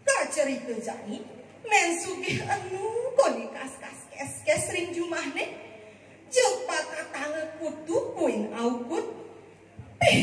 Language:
Balinese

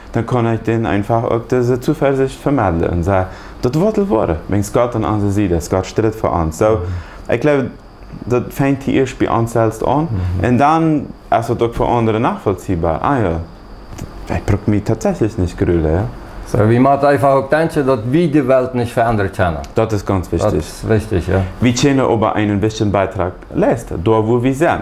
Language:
Plautdietsch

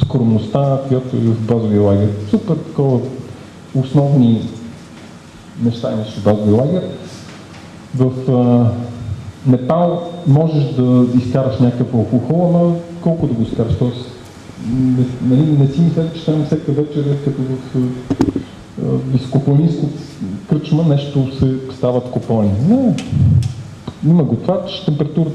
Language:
Bulgarian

